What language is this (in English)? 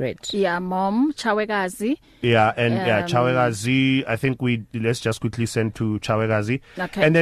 English